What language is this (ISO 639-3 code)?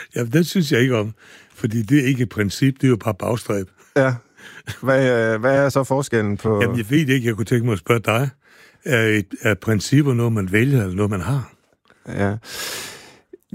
dan